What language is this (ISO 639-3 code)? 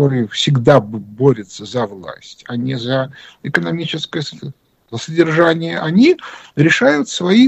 rus